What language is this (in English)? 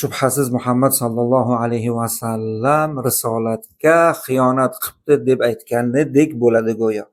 Uzbek